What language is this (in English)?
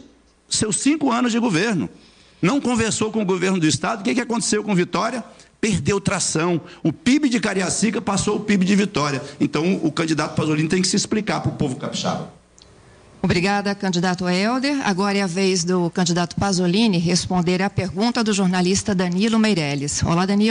Portuguese